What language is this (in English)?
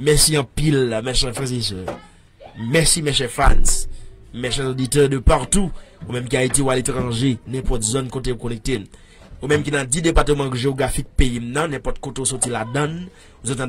Haitian Creole